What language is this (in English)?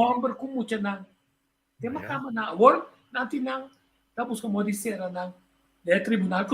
Papiamento